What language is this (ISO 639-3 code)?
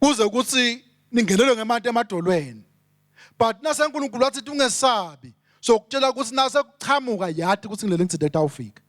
ssw